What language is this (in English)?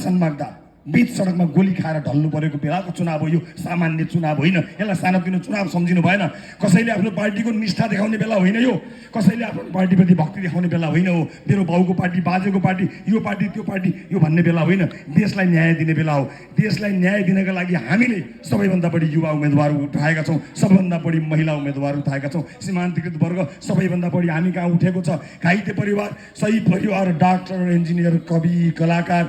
Nepali